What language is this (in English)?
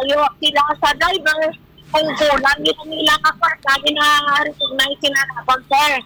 Hiligaynon